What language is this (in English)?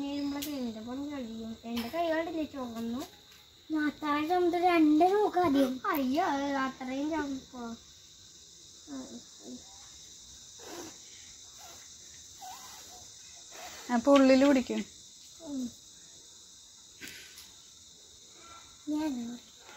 Malayalam